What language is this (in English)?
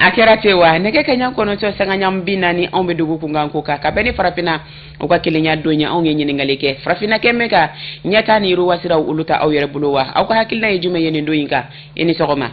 Bambara